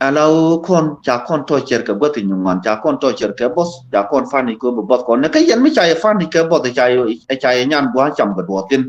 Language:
Nuer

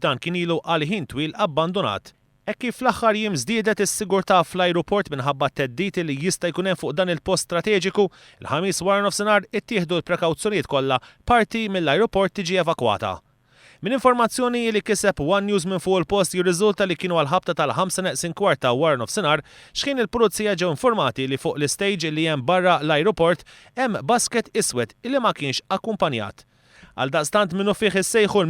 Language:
Maltese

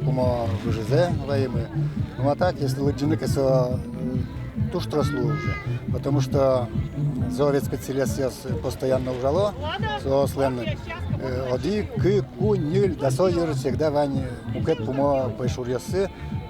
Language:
Udmurt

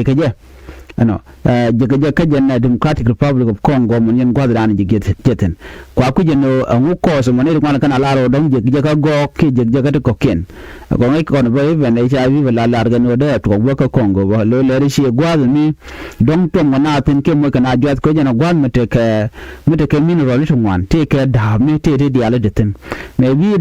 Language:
Nuer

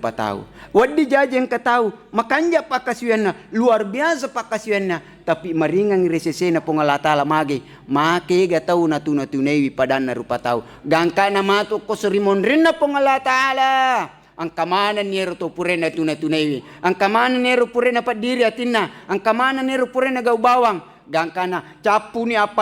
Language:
Buginese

